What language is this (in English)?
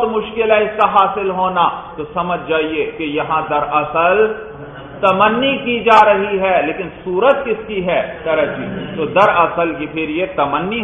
Urdu